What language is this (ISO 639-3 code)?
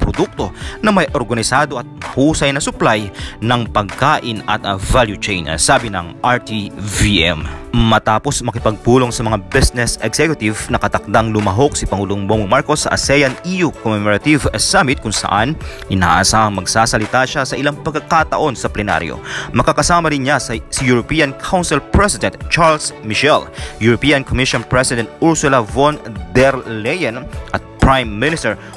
fil